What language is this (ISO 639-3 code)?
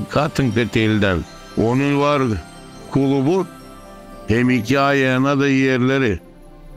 gag